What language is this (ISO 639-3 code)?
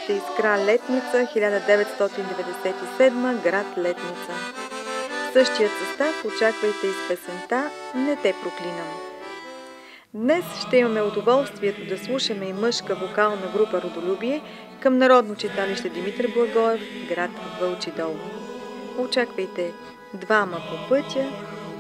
bul